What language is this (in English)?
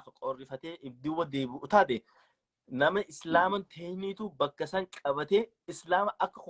Oromo